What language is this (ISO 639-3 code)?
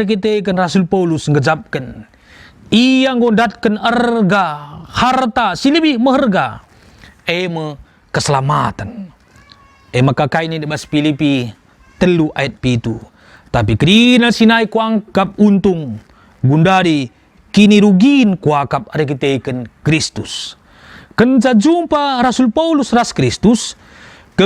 btx